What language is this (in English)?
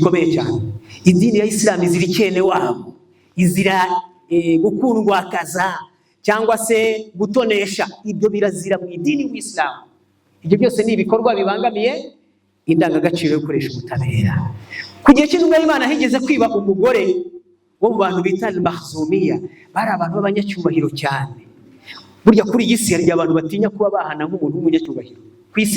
Kinyarwanda